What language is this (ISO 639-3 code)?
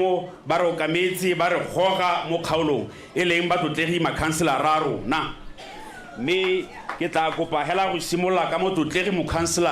tsn